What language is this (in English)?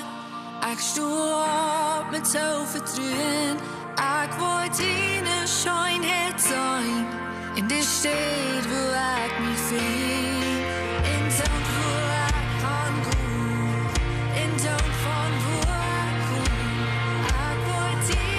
Plautdietsch